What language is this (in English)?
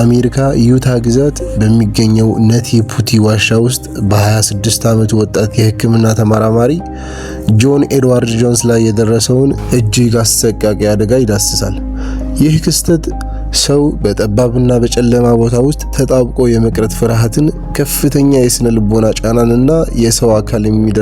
Amharic